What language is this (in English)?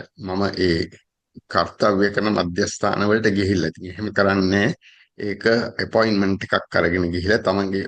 Sinhala